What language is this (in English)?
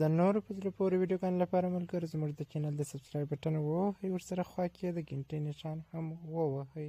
Pashto